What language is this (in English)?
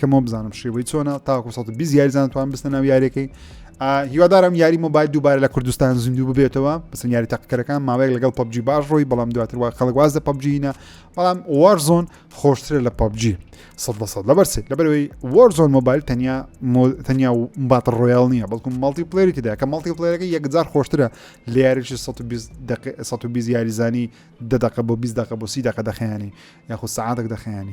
Central Kurdish